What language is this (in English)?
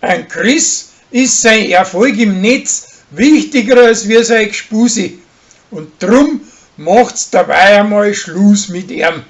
Bavarian